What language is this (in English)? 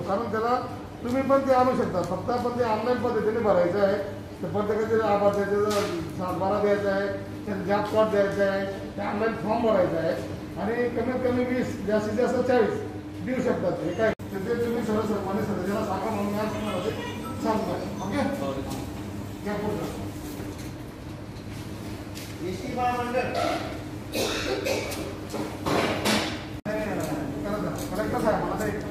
Marathi